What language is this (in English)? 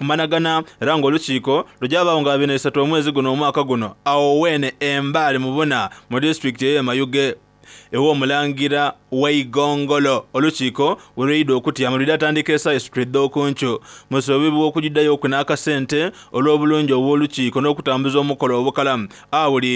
Soga